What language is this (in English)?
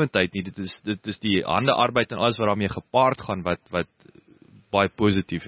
Afrikaans